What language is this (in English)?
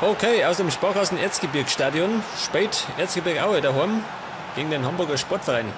Bavarian